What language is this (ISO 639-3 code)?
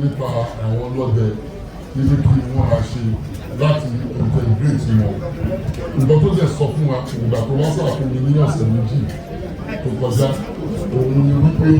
yor